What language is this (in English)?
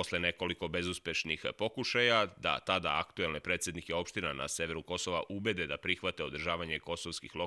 Serbian